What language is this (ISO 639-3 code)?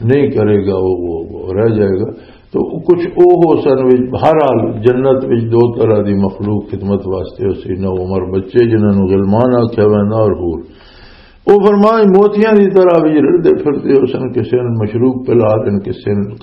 lah